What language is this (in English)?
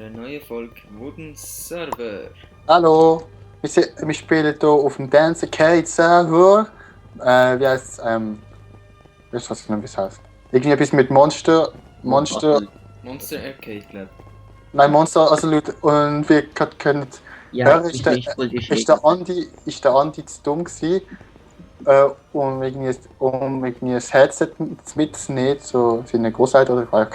Swiss German